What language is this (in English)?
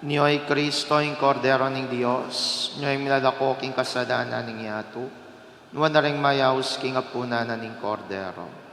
Pampanga